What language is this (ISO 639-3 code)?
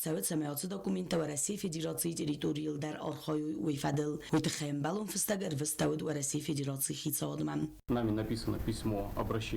oss